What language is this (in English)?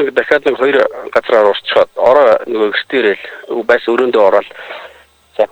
Mongolian